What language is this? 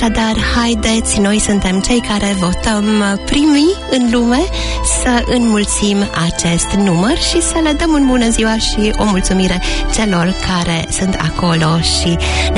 Romanian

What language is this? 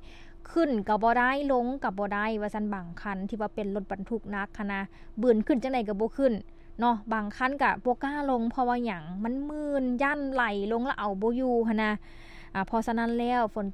Lao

